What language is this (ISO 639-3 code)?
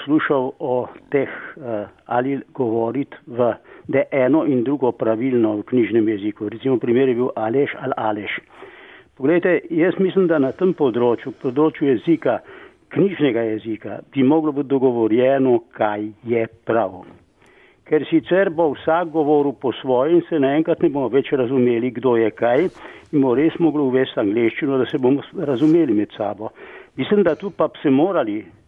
slv